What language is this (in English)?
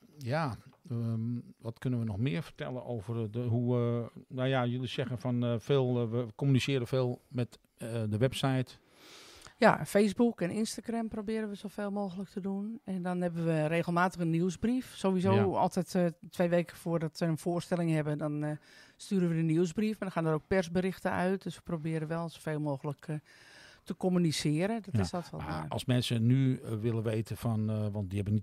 Dutch